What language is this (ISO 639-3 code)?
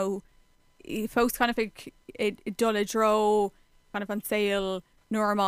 gle